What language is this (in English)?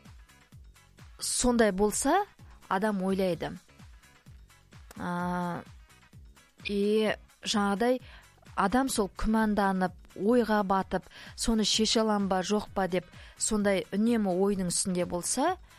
Kazakh